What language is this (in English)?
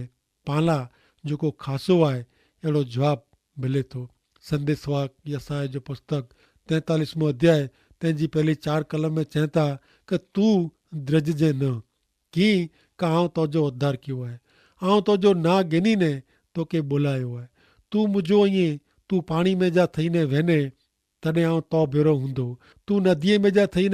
Kachhi